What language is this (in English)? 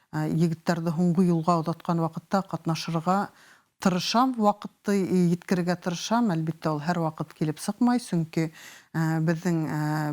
Bashkir